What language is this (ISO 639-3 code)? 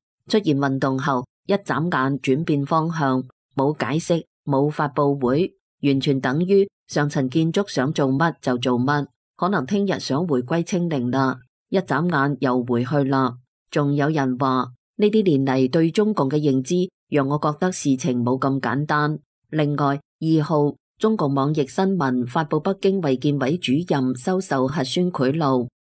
yue